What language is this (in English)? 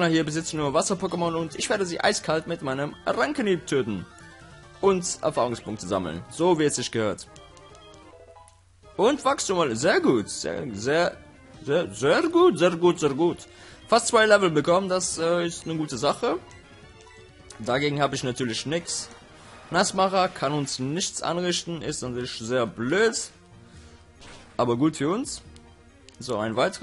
German